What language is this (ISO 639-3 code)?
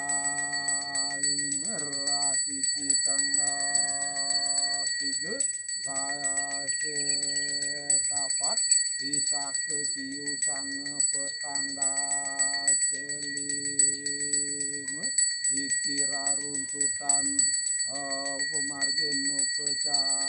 ban